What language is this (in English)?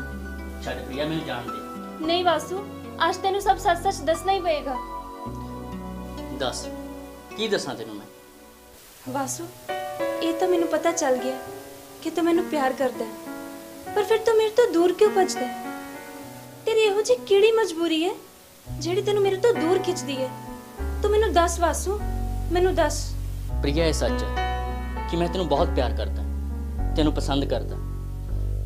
Punjabi